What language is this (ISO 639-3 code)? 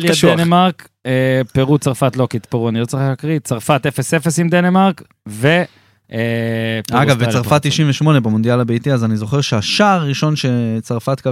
heb